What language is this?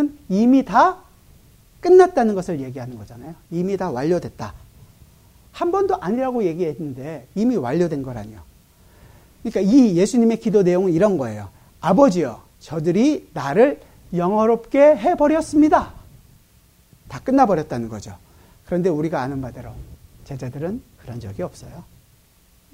Korean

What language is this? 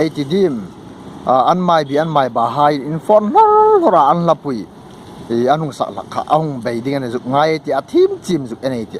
Hmar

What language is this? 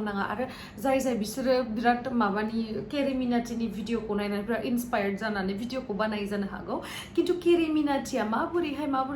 Bodo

